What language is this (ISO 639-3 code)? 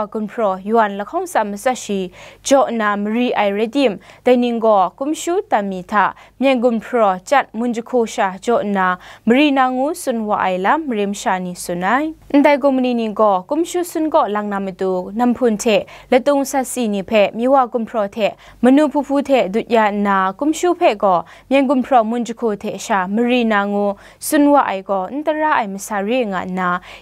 kac